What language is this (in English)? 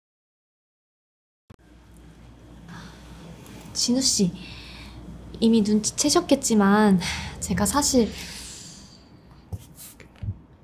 Korean